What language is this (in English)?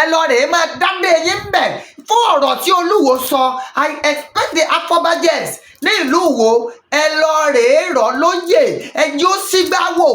Yoruba